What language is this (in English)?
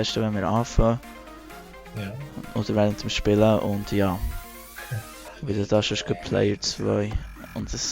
Swiss German